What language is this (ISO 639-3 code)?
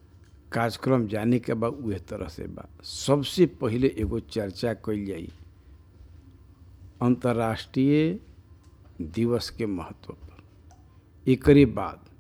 bho